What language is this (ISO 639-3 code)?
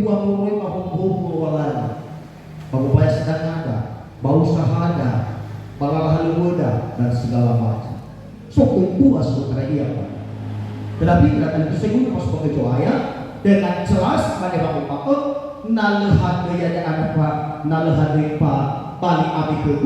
nia